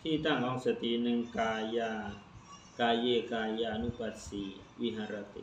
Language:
Lao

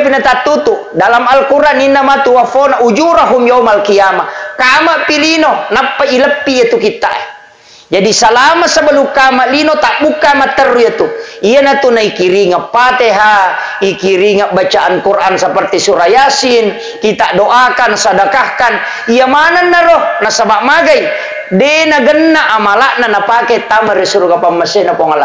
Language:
Buginese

